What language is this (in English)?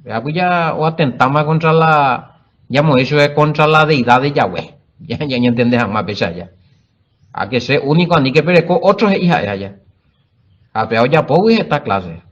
Guarani